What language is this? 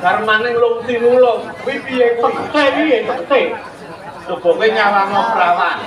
Javanese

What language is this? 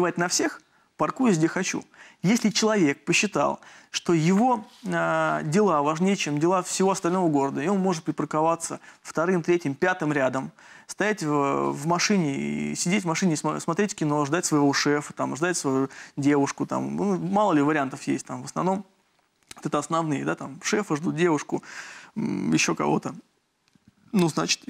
Russian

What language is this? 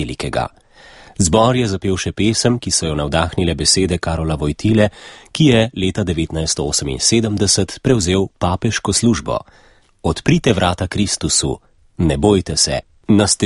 Slovenian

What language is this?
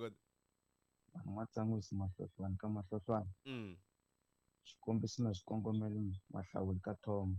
Tsonga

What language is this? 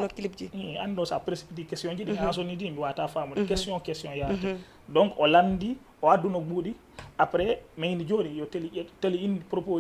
Fula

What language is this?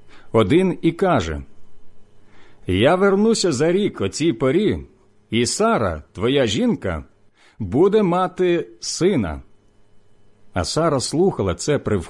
Ukrainian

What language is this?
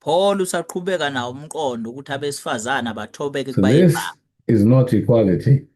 Zulu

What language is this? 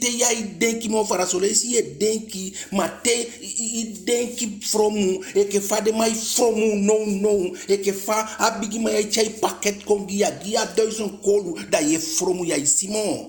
Eastern Maroon Creole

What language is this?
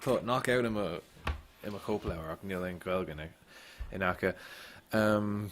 Irish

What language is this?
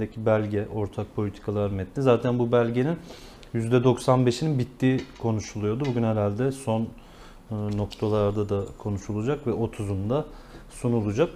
Turkish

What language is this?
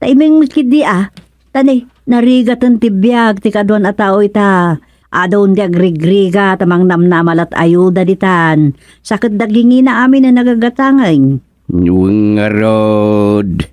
Iloko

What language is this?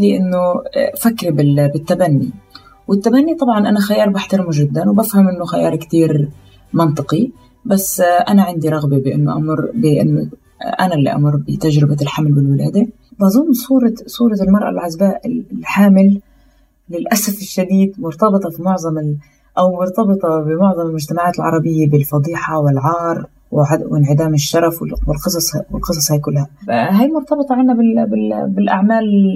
North Levantine Arabic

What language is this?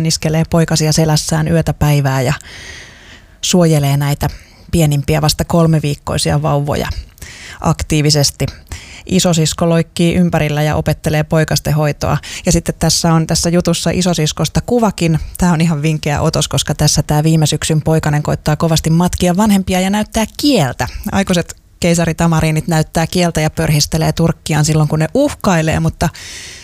Finnish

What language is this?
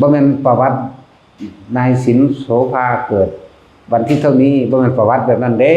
Northeastern Thai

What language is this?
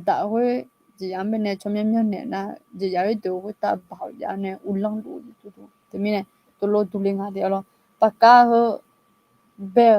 Akha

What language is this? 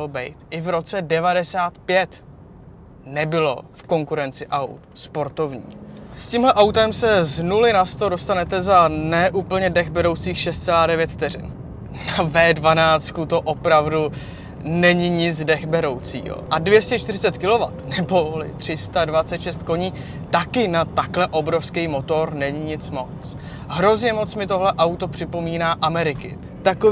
Czech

